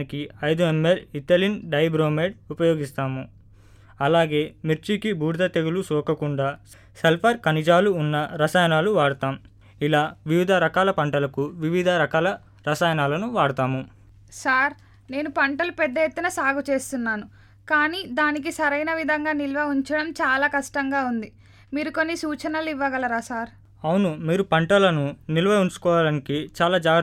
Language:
Telugu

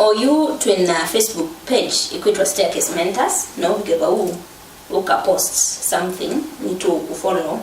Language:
Kamba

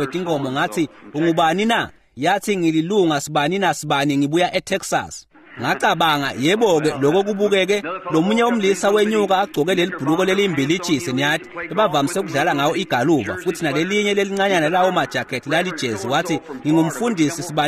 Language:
Swati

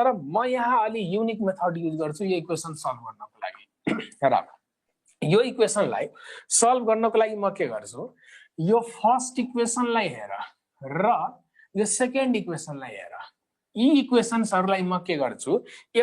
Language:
Nepali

